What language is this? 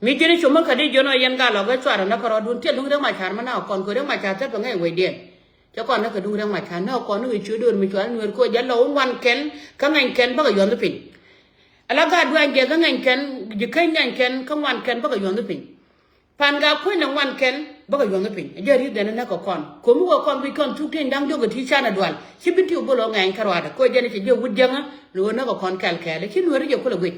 Nuer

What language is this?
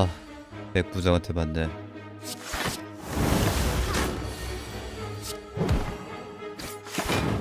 Korean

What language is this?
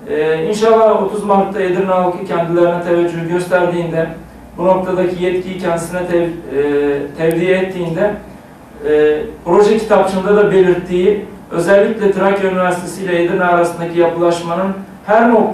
Turkish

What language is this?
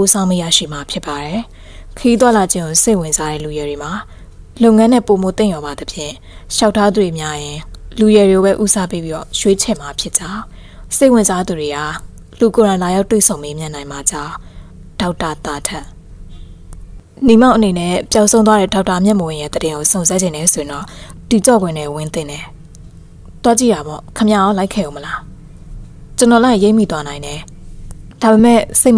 Burmese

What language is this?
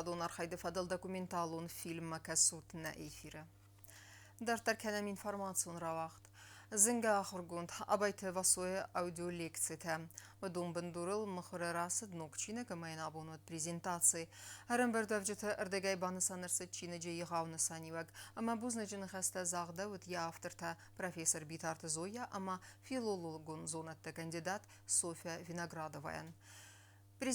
Ossetic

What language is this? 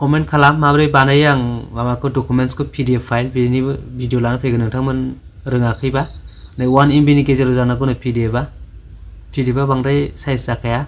Bodo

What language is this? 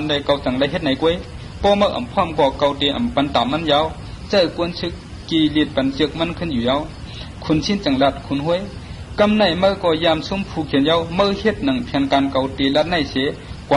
Shan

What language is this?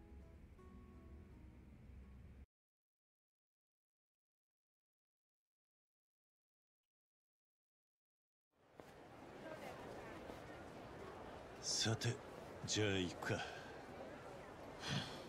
Japanese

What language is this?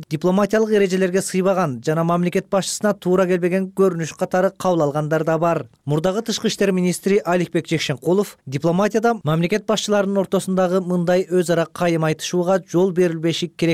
Kyrgyz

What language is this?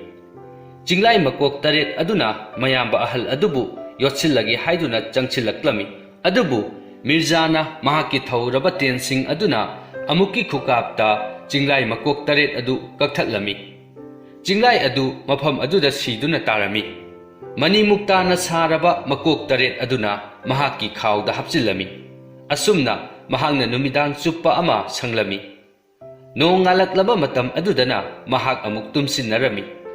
Manipuri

